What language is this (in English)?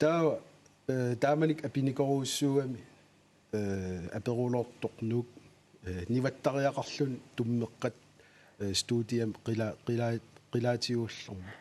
Kalaallisut